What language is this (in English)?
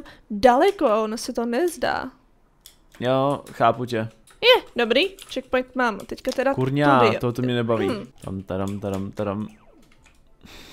Czech